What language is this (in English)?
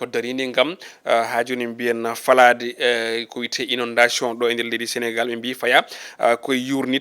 Fula